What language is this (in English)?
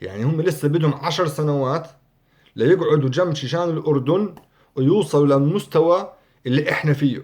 North Levantine Arabic